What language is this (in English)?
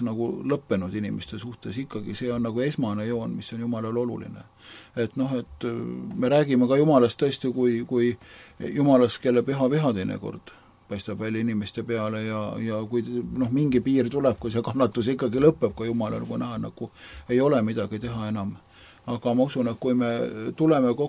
Estonian